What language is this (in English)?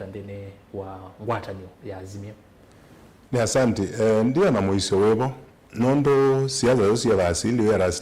Kamba